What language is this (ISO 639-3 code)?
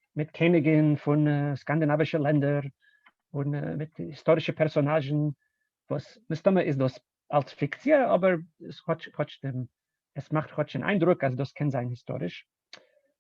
yid